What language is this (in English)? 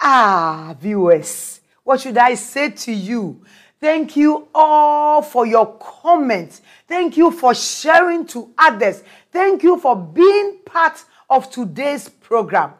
Akan